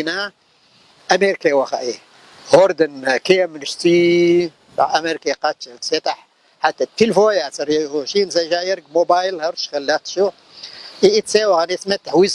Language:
Chechen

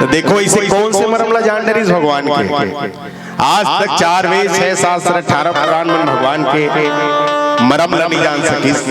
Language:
Chhattisgarhi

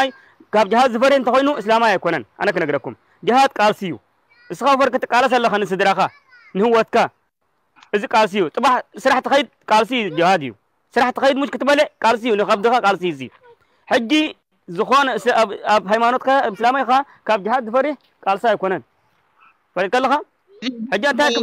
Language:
Tigrinya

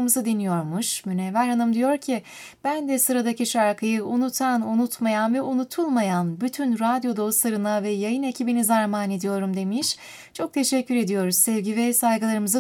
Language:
Turkish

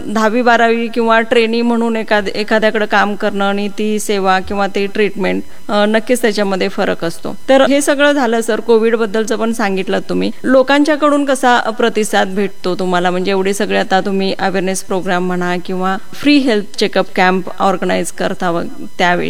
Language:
Marathi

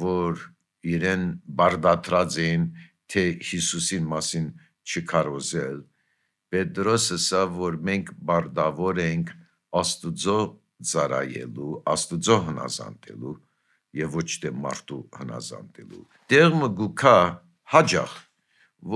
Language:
Armenian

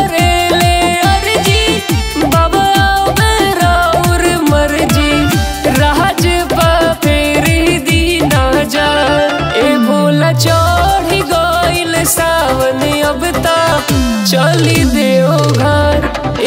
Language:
Bhojpuri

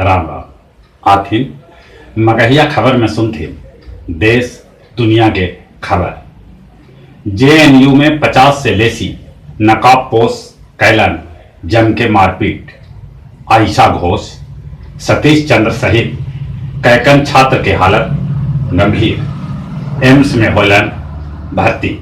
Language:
Magahi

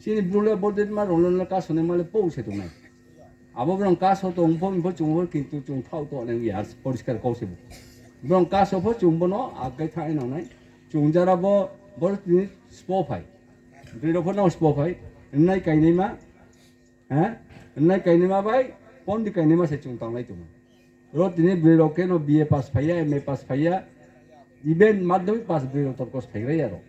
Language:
Riang (India)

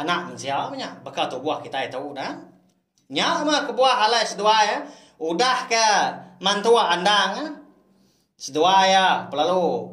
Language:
Iban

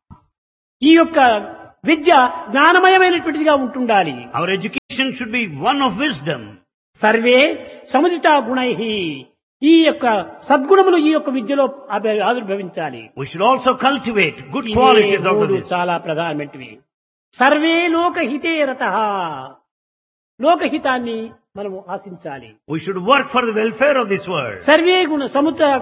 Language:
Telugu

